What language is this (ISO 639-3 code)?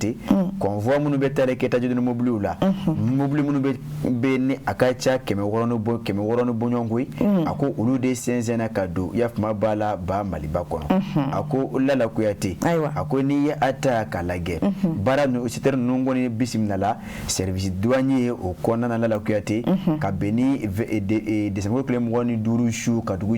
bam